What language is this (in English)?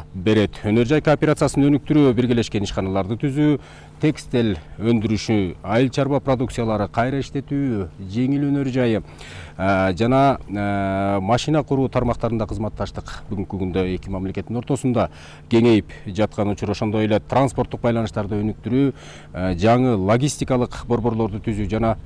Kyrgyz